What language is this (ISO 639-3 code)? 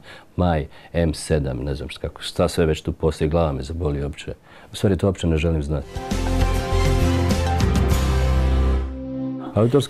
hrv